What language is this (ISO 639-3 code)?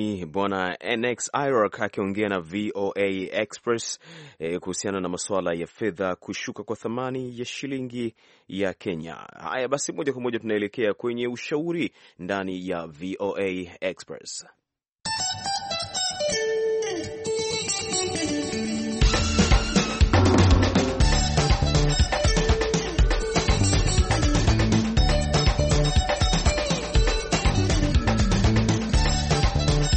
swa